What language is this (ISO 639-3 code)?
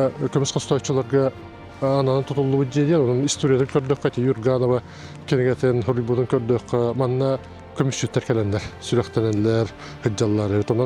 sah